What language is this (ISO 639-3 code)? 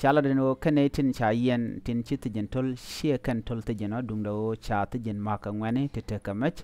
nus